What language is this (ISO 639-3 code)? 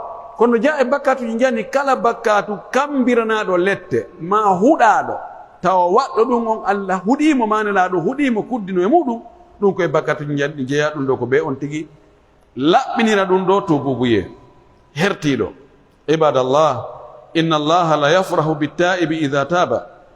fuf